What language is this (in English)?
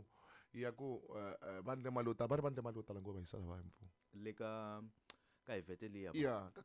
Tsonga